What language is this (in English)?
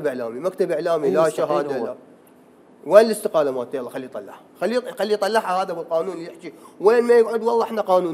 Mesopotamian Arabic